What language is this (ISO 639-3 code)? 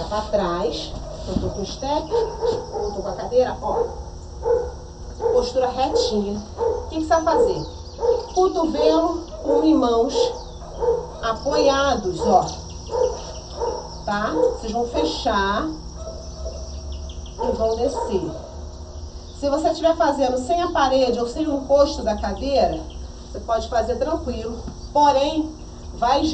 por